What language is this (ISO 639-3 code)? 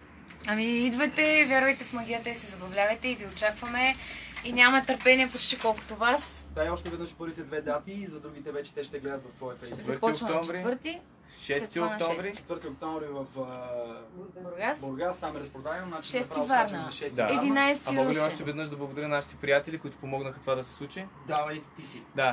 bul